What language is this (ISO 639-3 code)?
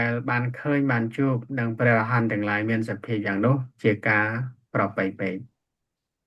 khm